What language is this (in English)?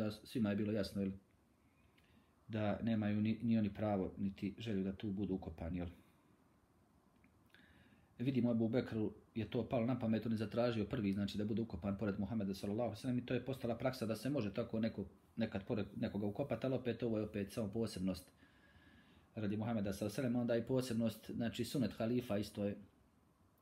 Bosnian